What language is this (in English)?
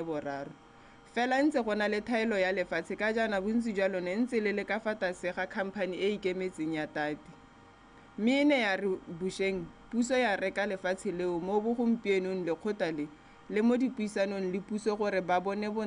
Tswana